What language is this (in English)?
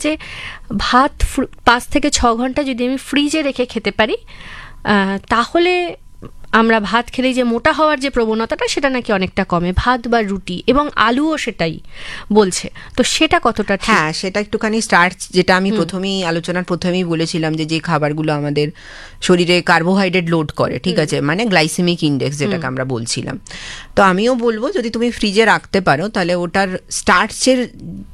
Bangla